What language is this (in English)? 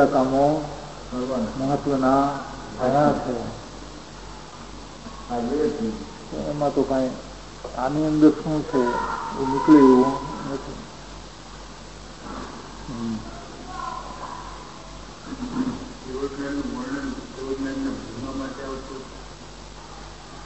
Gujarati